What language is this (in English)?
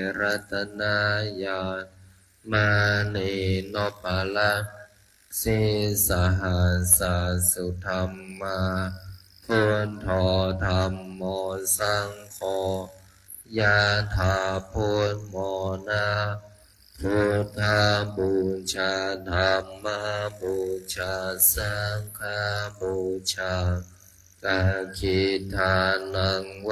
Pali